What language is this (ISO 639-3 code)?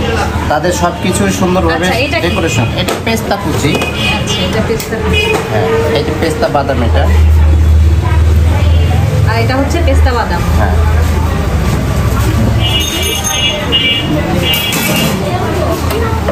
ben